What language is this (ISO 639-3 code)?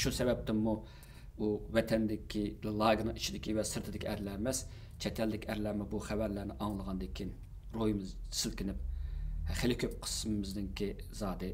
uig